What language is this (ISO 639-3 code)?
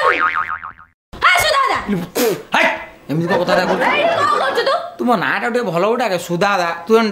ori